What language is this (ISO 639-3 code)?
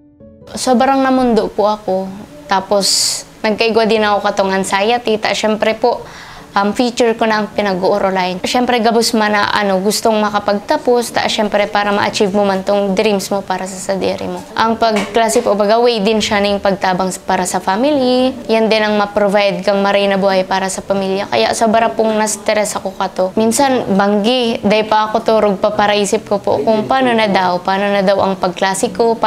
bik